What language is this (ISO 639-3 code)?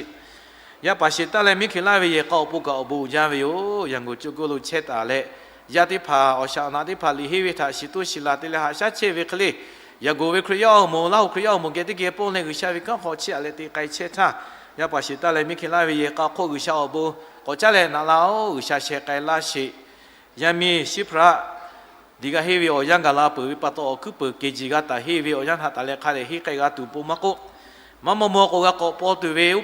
lhu